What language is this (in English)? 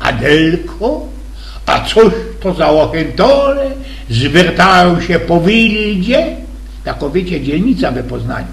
Silesian